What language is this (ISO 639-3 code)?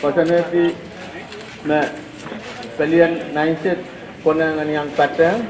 pon